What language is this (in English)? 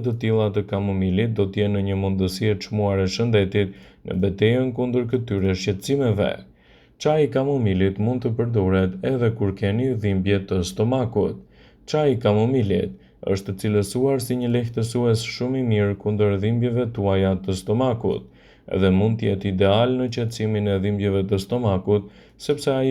Albanian